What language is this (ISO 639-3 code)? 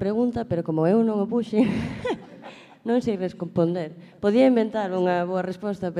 glg